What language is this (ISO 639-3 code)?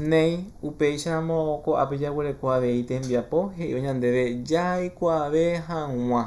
grn